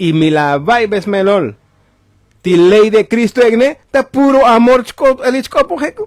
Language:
Tzotzil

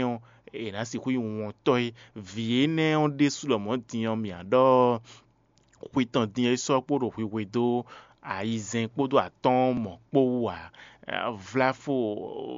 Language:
Fon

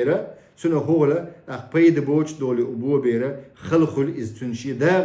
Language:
Chechen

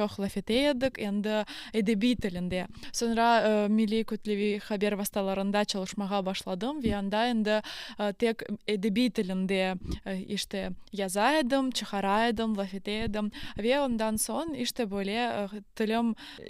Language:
Crimean Tatar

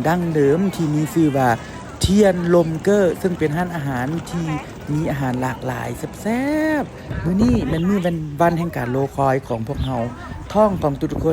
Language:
Lao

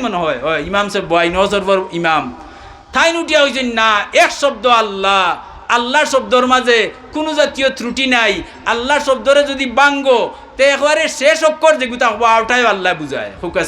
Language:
Sylheti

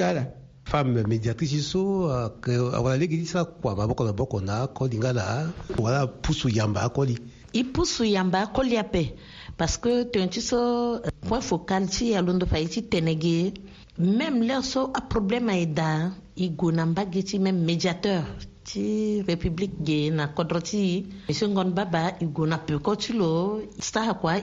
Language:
Sango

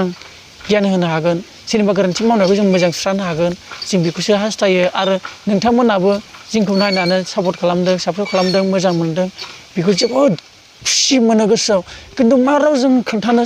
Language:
Bodo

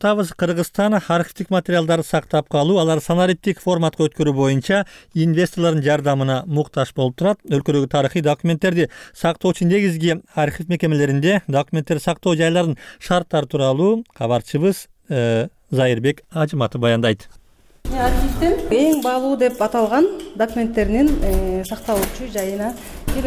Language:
Kyrgyz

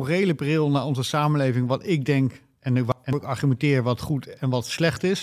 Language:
Dutch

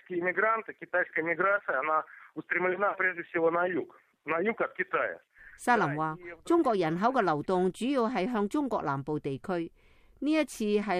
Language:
Cantonese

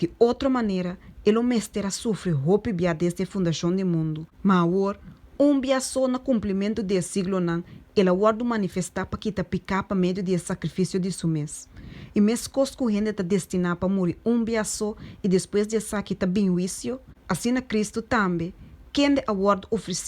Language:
Papiamento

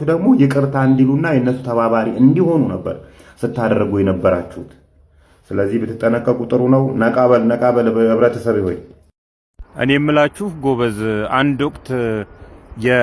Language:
Amharic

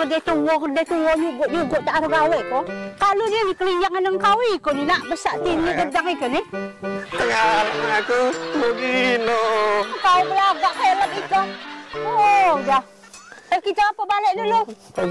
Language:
Musi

